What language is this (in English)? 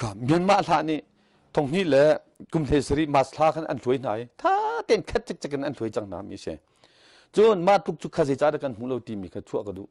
Hakha Chin